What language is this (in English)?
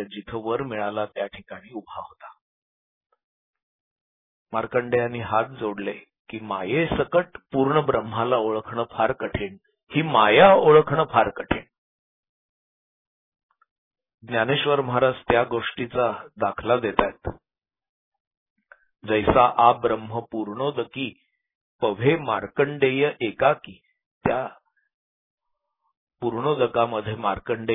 Marathi